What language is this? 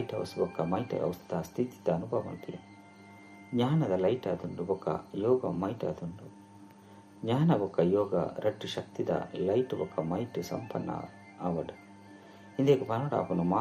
Tulu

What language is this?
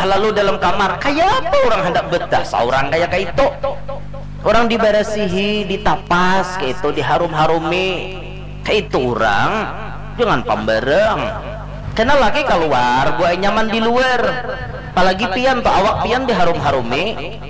Banjar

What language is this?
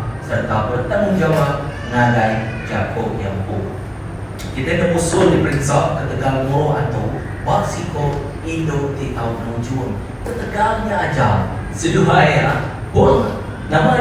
Iban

